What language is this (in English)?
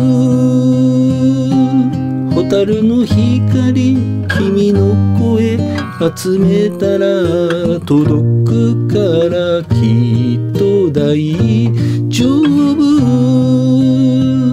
Japanese